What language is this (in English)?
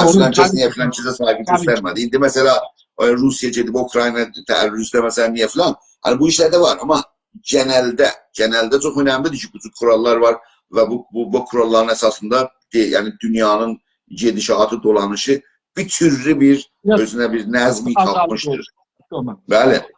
South Azerbaijani